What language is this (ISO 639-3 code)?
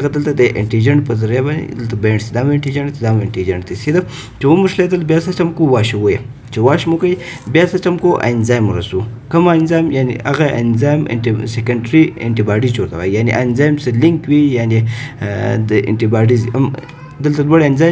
pus